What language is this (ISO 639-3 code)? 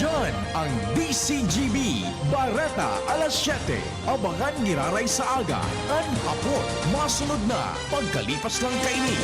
bik